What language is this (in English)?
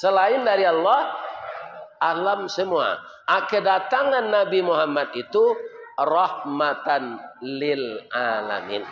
Minangkabau